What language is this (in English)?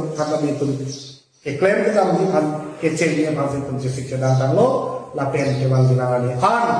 Karbi